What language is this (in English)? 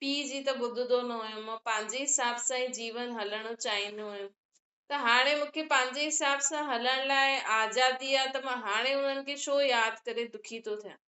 Sindhi